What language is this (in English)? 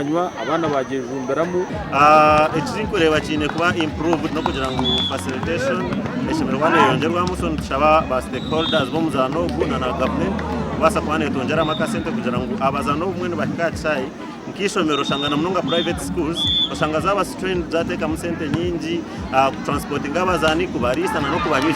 Nyankole